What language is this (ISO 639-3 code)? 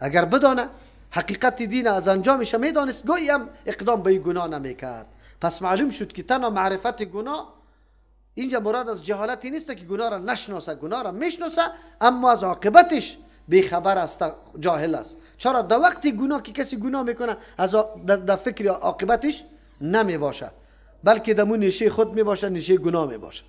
fas